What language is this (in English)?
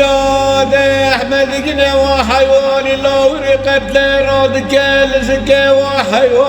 Kurdish